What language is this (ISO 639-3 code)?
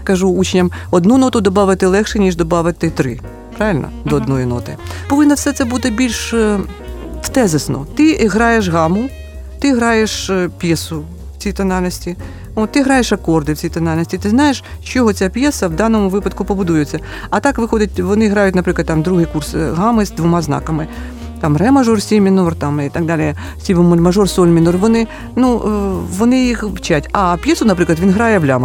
ukr